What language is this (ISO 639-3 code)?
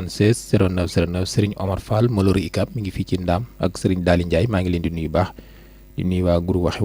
wol